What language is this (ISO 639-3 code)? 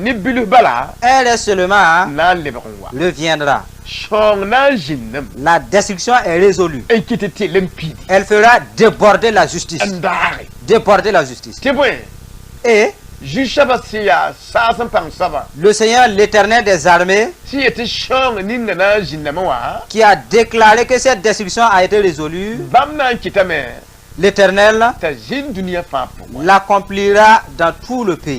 mos